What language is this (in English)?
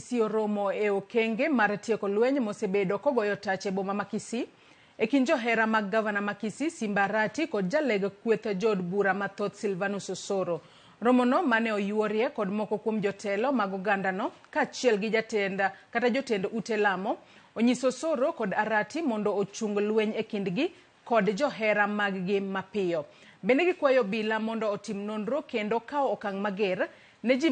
Luo (Kenya and Tanzania)